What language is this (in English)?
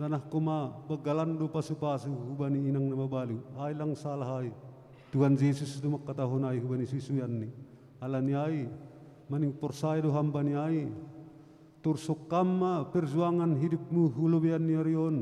Batak Simalungun